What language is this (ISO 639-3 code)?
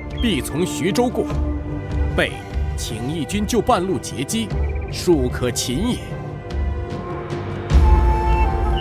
zho